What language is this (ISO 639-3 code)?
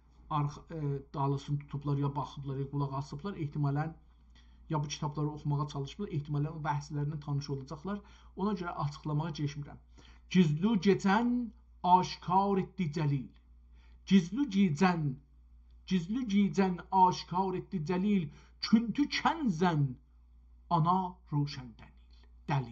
azb